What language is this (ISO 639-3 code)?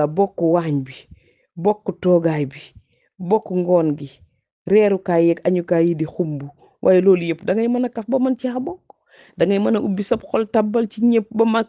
wol